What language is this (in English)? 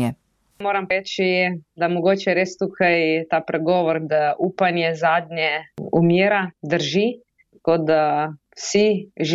Slovenian